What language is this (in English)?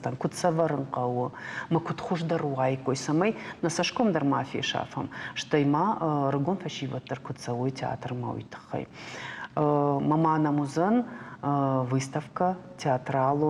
Ossetic